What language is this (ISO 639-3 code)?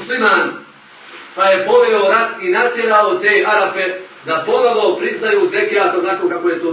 bos